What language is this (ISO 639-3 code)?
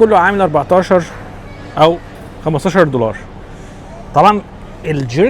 arz